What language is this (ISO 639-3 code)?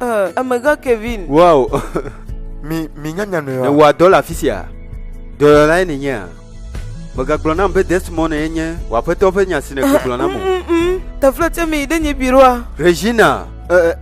ewe